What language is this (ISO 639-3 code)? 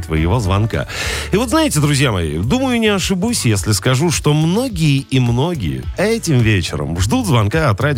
rus